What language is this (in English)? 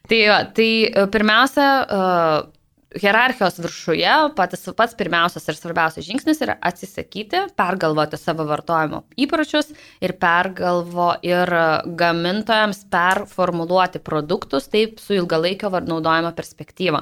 Lithuanian